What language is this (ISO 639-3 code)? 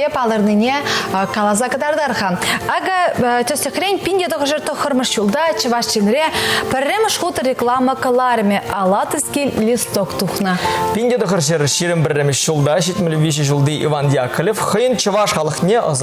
chv